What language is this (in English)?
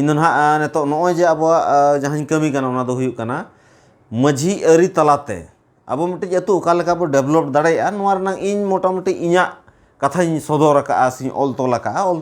Santali